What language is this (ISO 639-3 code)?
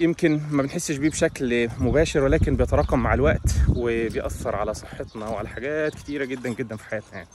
arz